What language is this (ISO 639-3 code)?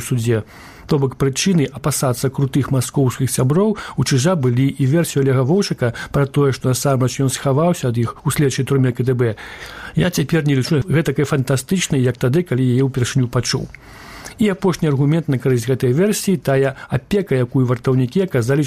bel